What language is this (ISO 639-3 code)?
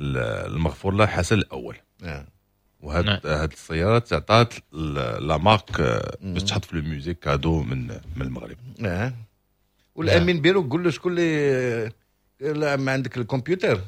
ary